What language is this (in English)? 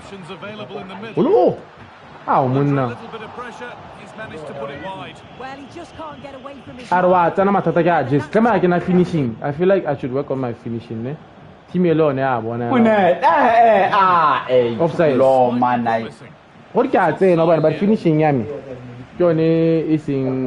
Tswana